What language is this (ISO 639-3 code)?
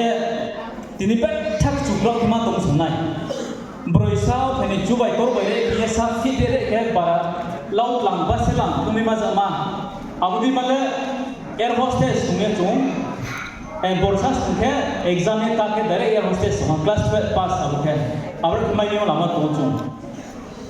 ria